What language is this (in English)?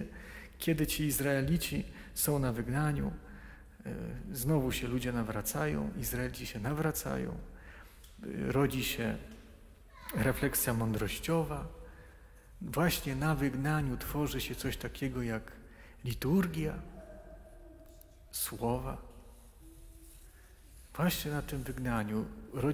Polish